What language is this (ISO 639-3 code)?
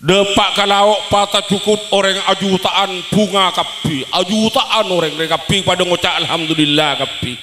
mad